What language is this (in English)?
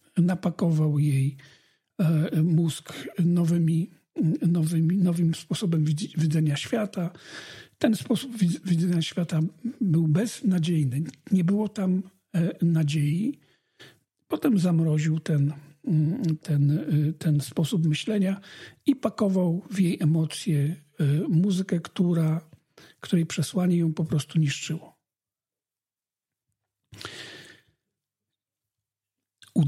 Polish